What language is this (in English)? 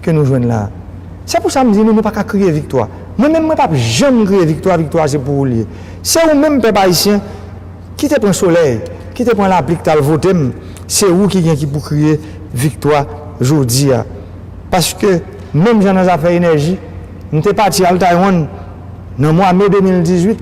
Haitian Creole